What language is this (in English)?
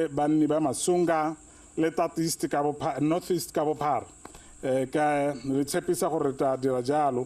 Tswana